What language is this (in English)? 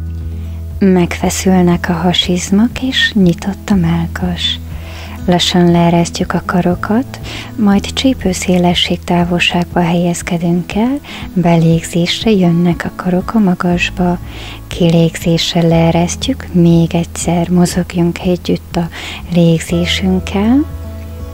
Hungarian